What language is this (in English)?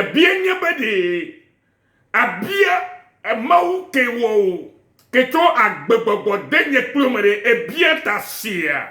Ewe